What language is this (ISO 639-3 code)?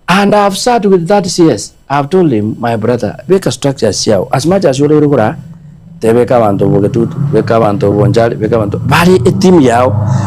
guz